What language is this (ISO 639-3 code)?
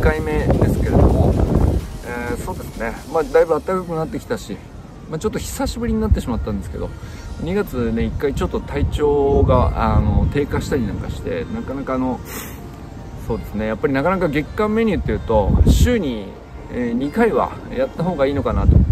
jpn